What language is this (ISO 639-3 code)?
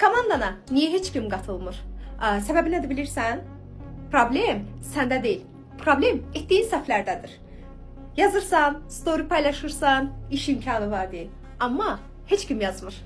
aze